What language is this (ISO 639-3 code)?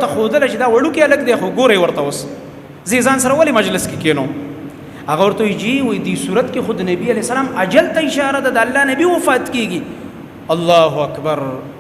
pus